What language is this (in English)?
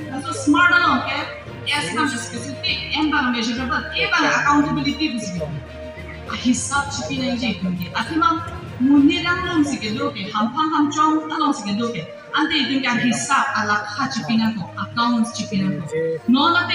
Karbi